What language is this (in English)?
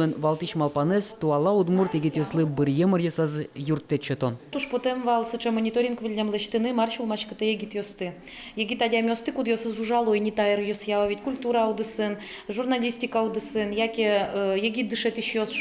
Udmurt